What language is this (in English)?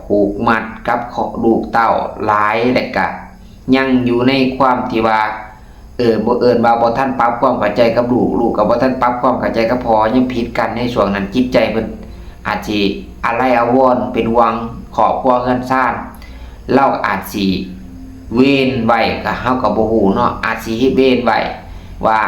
Lao